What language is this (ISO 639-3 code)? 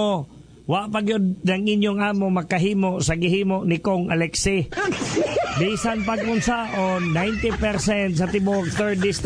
ceb